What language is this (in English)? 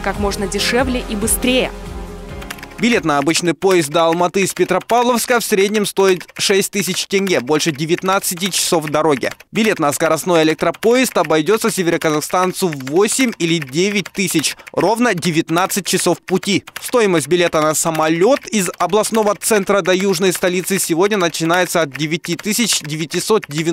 Russian